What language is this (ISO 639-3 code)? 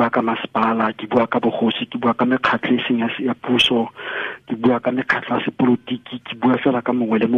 tsn